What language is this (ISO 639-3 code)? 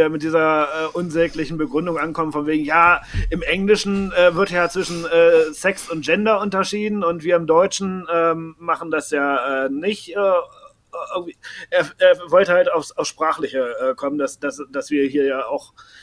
deu